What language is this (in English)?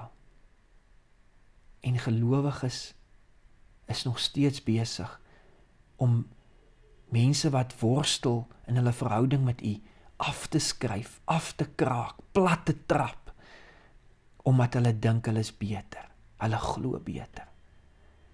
Afrikaans